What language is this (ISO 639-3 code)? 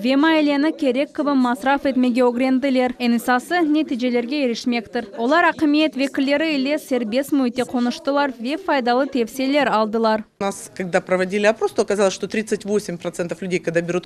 crh